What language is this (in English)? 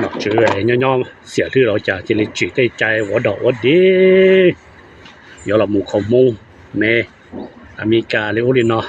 Hmong